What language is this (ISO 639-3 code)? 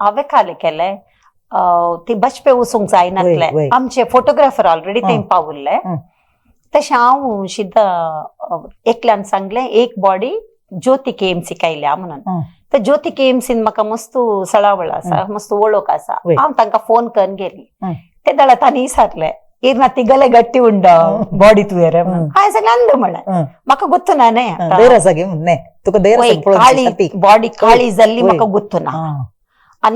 kok